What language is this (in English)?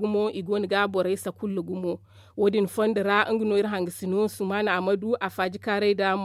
Zarma